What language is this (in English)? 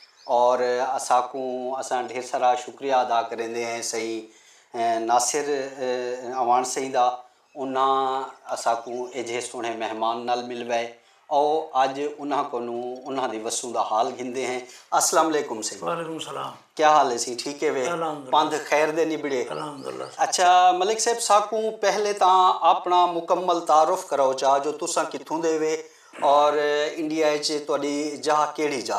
Saraiki